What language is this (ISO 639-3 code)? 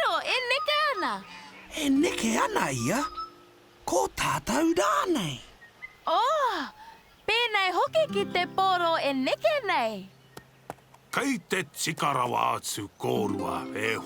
mri